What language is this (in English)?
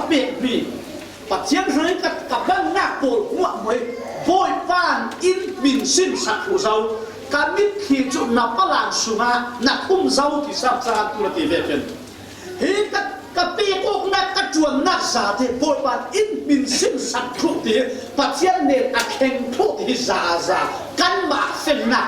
Falam Chin